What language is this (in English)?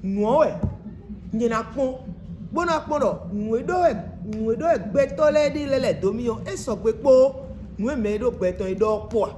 Fon